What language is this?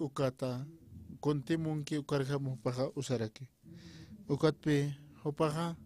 Aymara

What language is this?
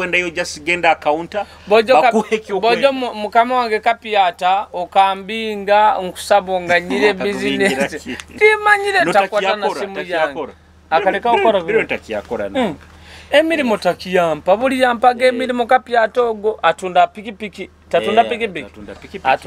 Nyoro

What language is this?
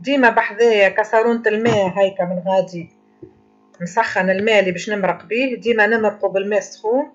Tunisian Arabic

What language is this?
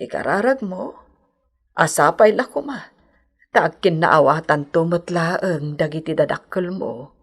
Iloko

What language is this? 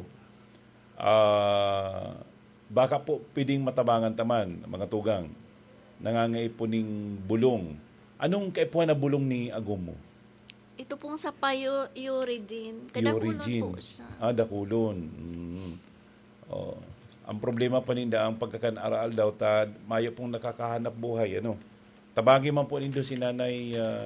Bikol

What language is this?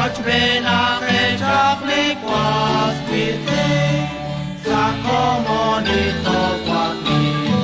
Kekchí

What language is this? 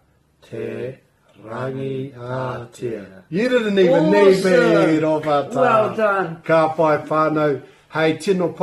Māori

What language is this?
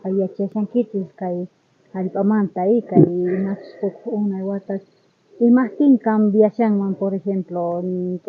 South Bolivian Quechua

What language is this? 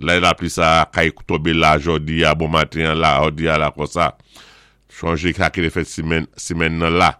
Saint Lucian Creole French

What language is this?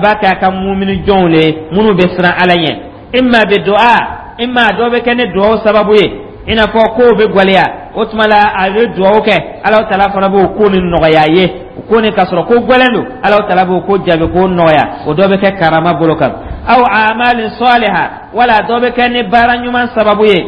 Dyula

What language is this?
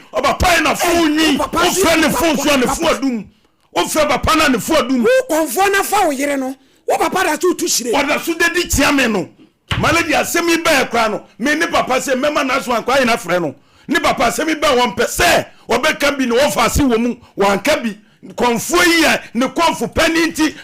Akan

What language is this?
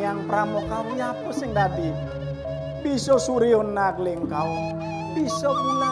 Balinese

